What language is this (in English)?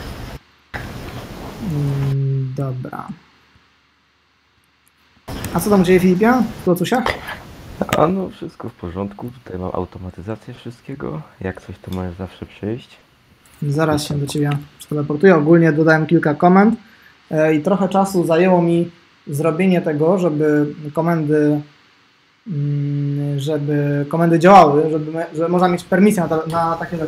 Polish